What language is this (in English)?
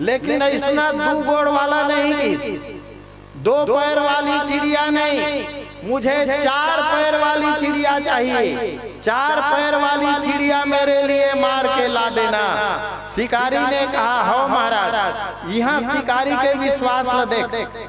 Chhattisgarhi